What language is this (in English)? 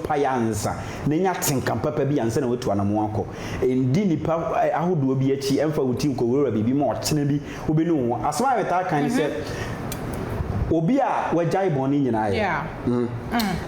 Akan